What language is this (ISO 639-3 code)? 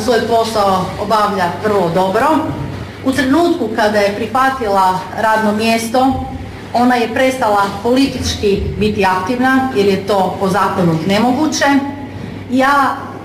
hrv